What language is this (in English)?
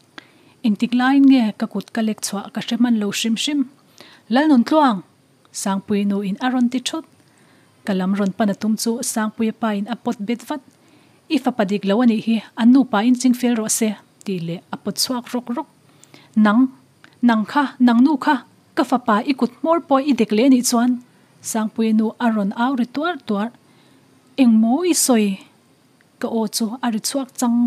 Mizo